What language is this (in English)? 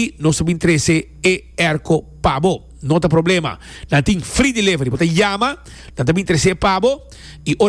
Papiamento